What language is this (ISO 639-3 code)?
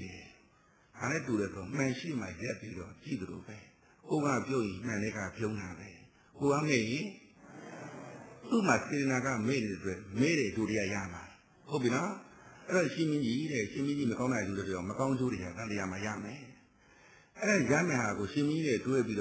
mya